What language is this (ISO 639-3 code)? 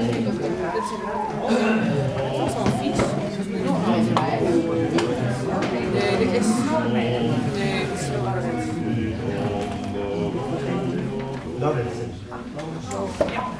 nld